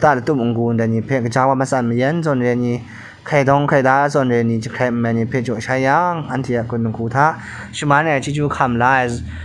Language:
Kachin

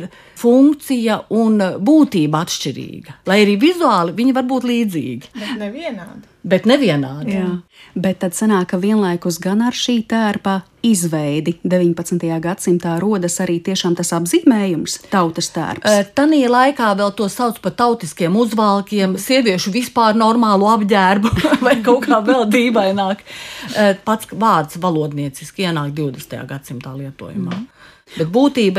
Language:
Latvian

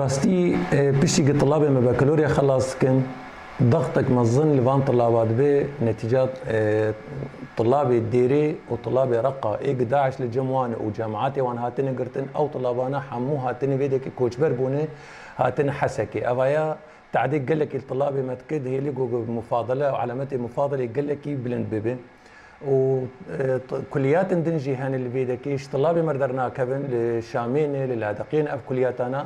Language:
Kurdish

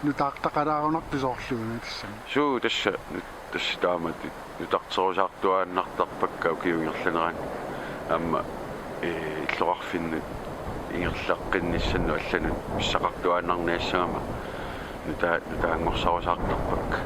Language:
Kalaallisut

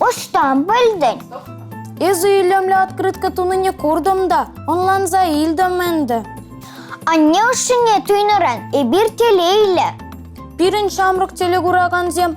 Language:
Chuvash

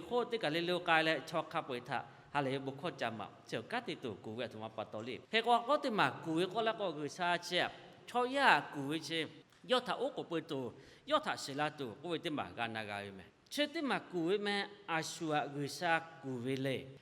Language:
Lahu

